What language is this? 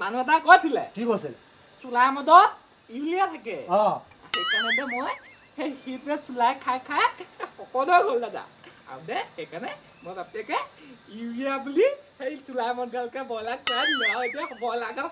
Assamese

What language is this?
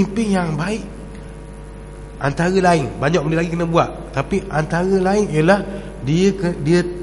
Malay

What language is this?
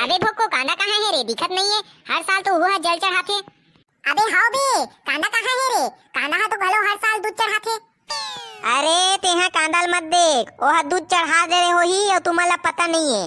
Chhattisgarhi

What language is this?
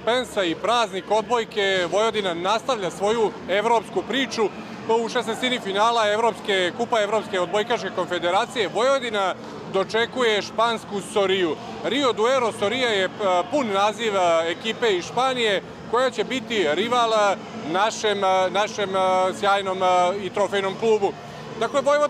Serbian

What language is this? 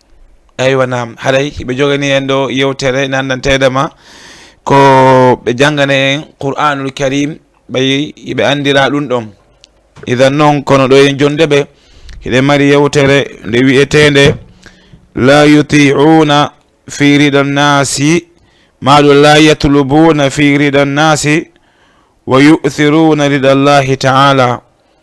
Fula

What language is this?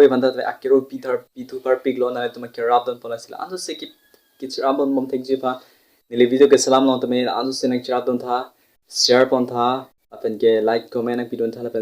Karbi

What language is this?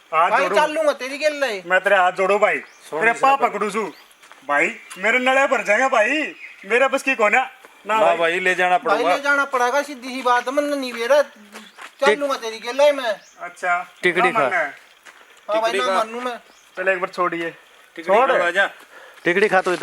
Haryanvi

